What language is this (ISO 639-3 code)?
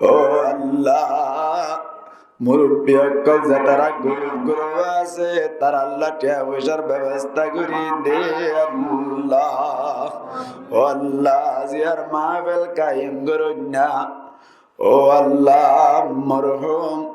rhg